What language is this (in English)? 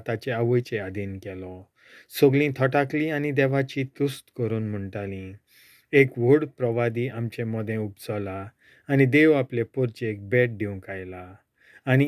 Konkani